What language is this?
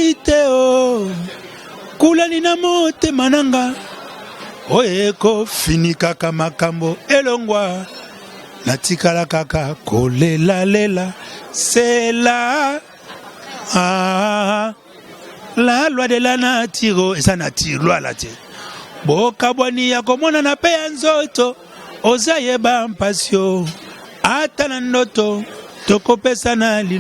Lingala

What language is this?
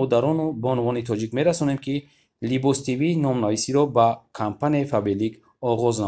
Tajik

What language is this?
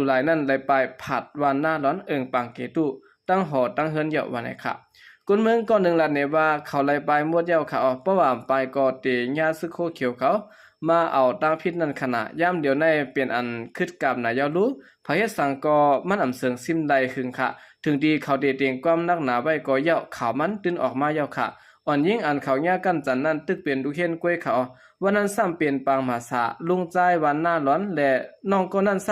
Shan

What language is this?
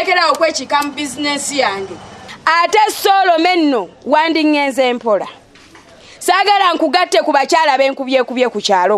Ganda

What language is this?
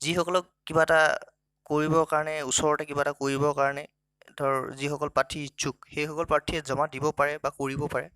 Assamese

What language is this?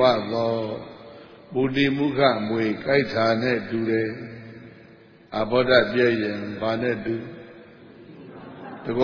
Burmese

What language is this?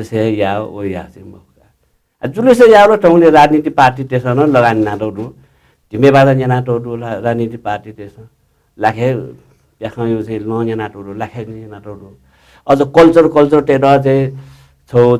Newari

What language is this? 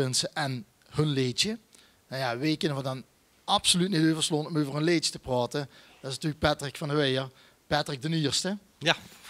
Limburgish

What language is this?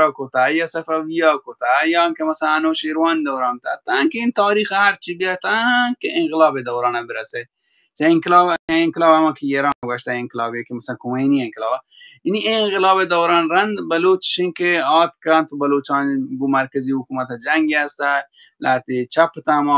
Baluchi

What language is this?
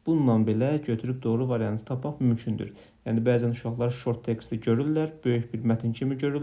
Azerbaijani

